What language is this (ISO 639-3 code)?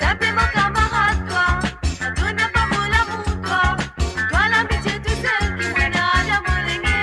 mfe